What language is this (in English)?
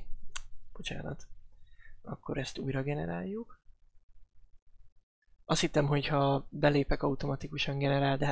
Hungarian